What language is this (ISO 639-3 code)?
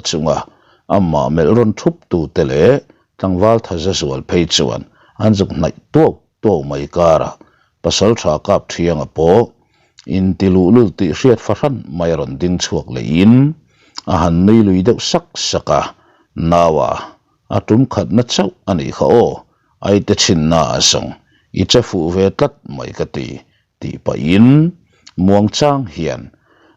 lus